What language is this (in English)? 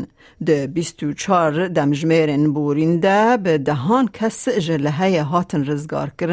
Kurdish